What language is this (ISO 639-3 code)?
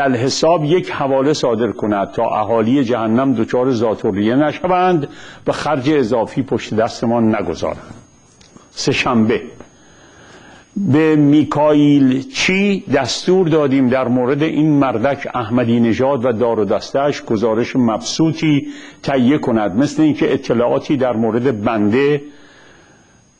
fas